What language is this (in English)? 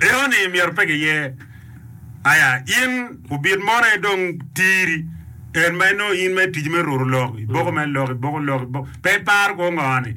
Acoli